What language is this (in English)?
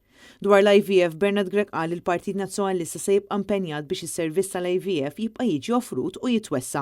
Maltese